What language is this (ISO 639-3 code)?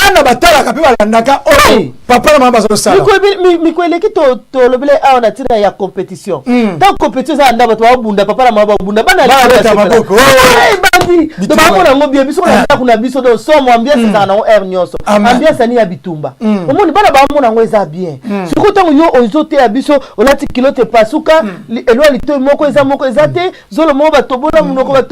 lin